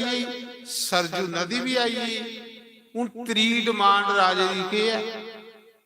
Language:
Dogri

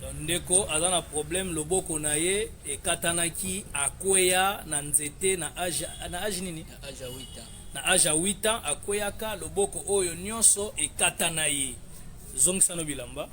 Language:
Lingala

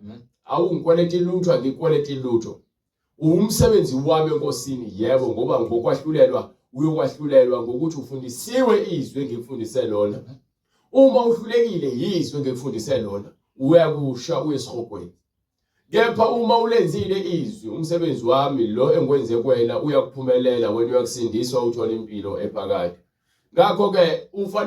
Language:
Zulu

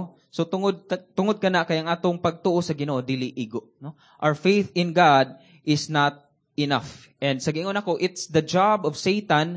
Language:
Cebuano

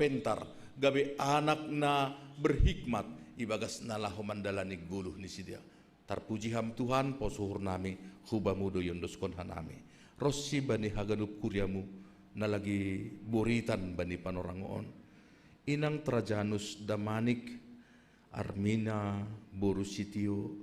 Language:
Batak Simalungun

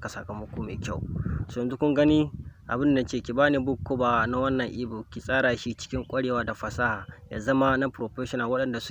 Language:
Hausa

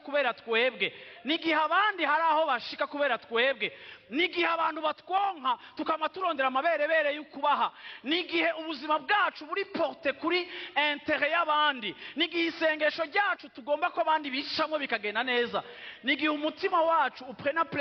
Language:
Rundi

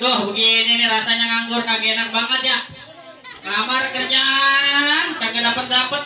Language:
Betawi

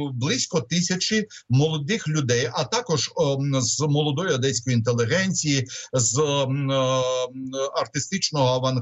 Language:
Ukrainian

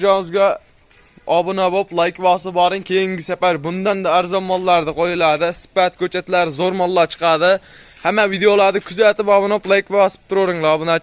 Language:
Uzbek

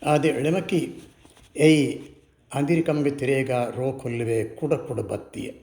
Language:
Divehi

